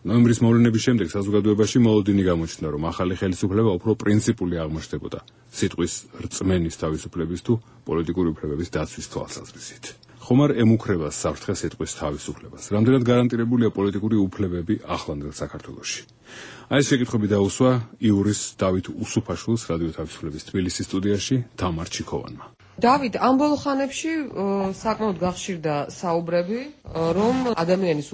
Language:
Georgian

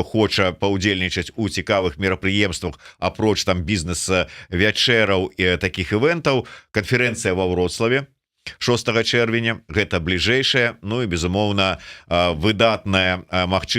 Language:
Belarusian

